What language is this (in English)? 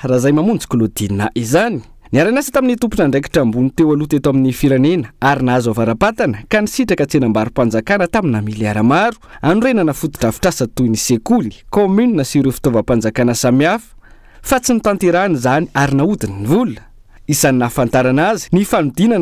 Malagasy